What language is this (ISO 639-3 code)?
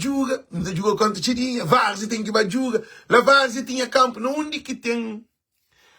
kea